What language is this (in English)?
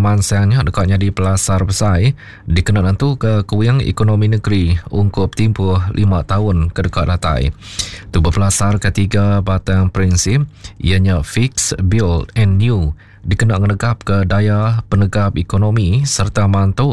Iban